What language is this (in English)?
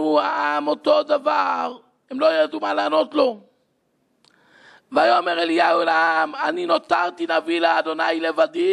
Hebrew